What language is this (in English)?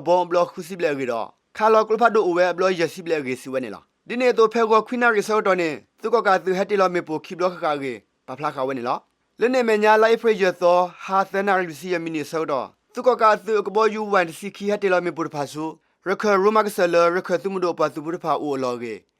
S'gaw Karen